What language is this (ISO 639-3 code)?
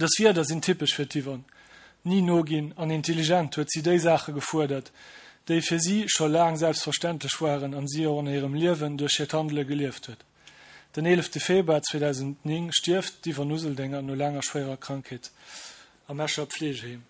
ltz